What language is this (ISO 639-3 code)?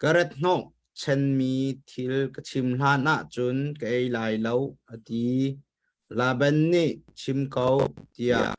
cnh